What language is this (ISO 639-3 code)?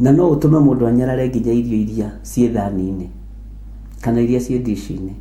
kik